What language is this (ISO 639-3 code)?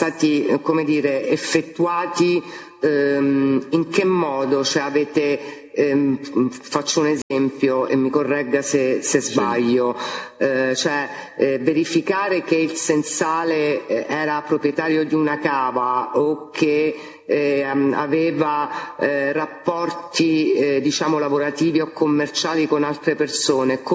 ita